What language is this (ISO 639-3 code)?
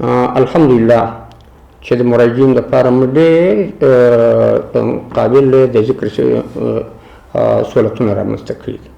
pus